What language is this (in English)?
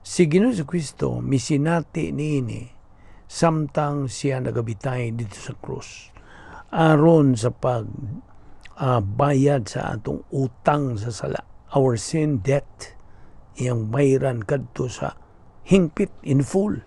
Cebuano